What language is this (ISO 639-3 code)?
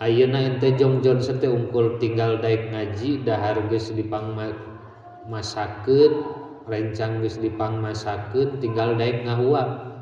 sun